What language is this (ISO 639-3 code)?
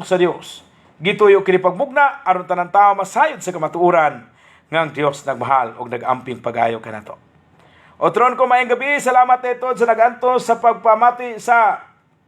ceb